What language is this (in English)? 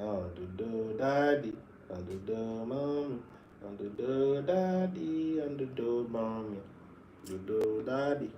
Tiv